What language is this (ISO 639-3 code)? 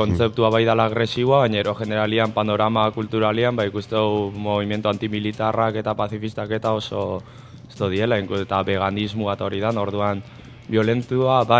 eus